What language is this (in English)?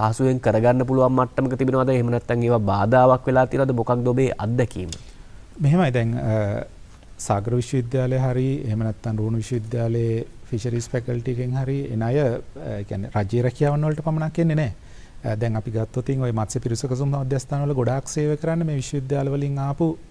Sinhala